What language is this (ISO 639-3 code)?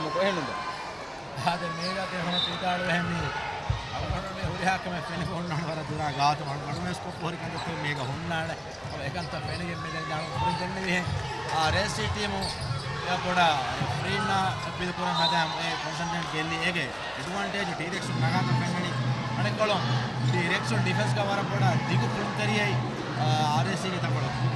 div